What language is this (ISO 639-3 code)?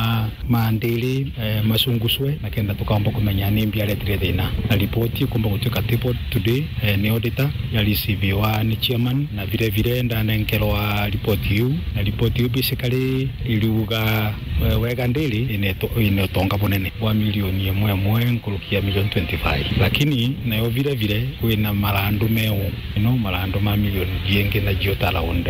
mer